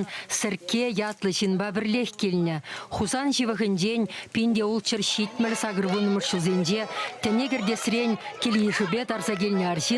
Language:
Chuvash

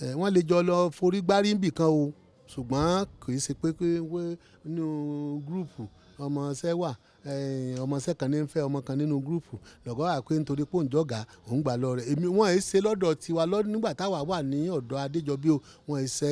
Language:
Yoruba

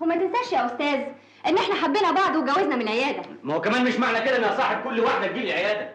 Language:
Egyptian Arabic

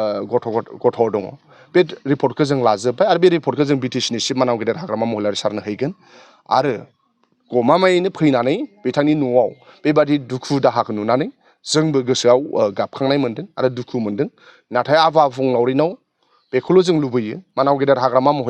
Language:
Bodo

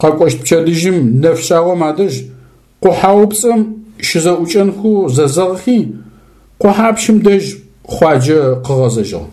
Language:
Adyghe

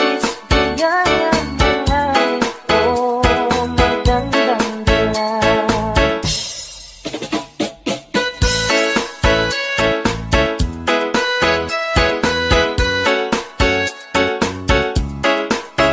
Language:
Filipino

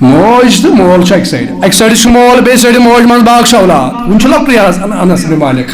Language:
Kashmiri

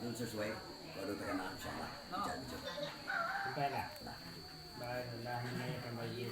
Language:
Minangkabau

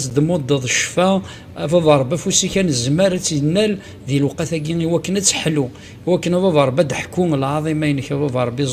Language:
Kabyle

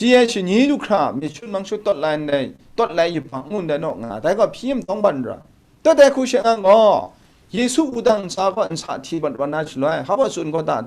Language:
Kachin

